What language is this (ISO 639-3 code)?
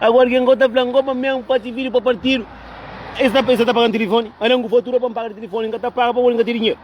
kea